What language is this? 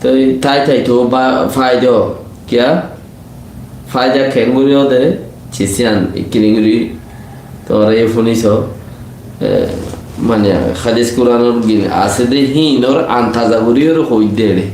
Rohingya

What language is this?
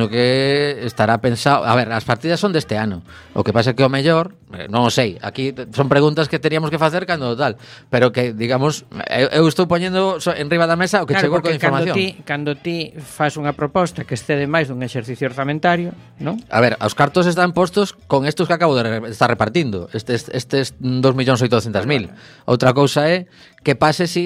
Galician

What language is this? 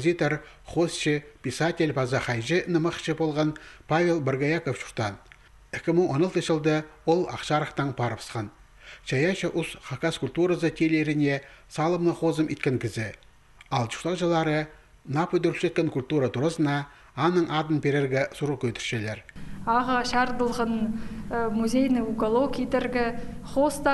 Khakas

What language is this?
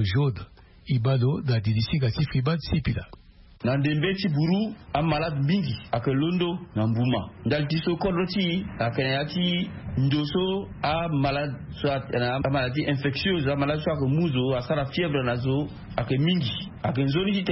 Sango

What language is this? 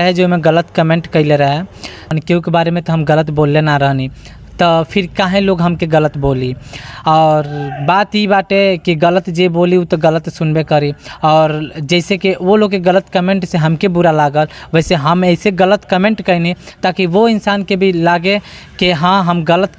Bhojpuri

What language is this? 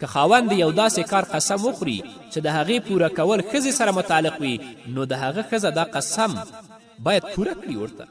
Pashto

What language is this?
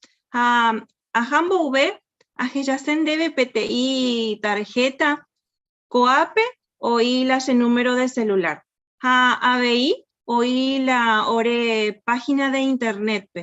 Guarani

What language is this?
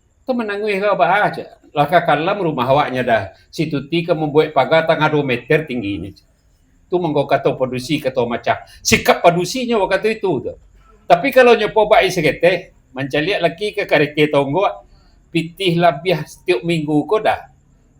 Minangkabau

